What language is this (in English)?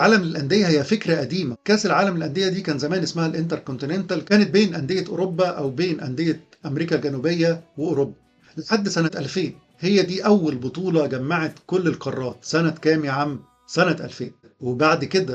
Egyptian Arabic